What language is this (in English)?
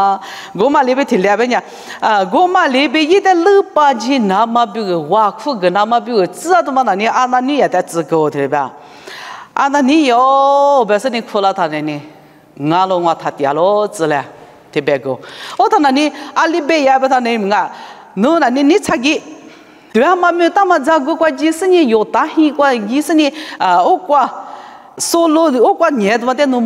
Lisu